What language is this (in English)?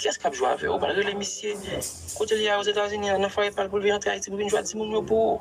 Haitian Creole